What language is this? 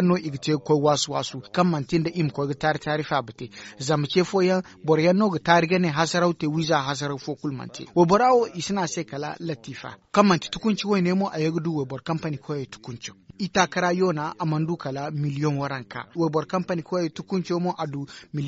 Zarma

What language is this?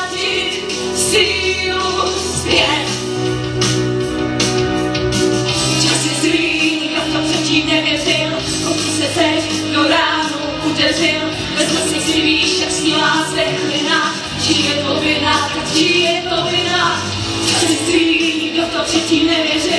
Czech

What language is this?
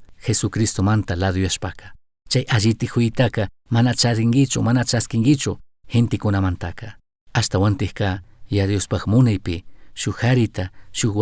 Chimborazo Highland Quichua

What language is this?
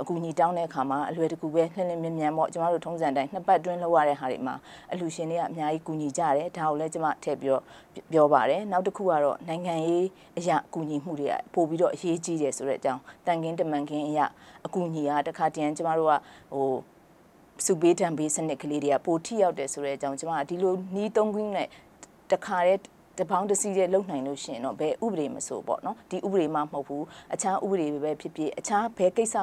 Burmese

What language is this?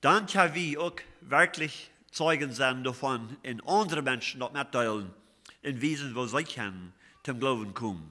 Plautdietsch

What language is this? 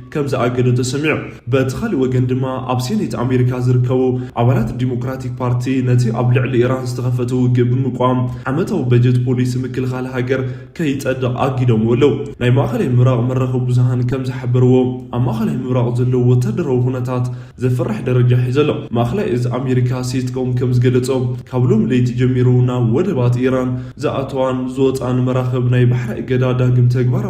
Tigrinya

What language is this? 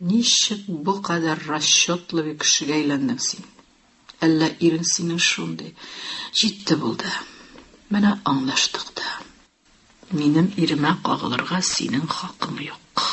Tatar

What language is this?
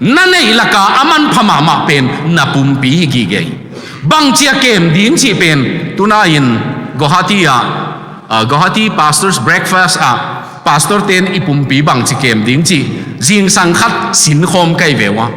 Tedim Chin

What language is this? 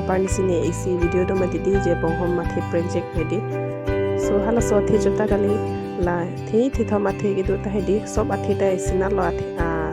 Karbi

